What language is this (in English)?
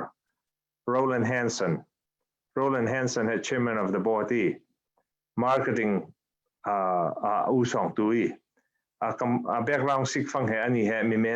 Falam Chin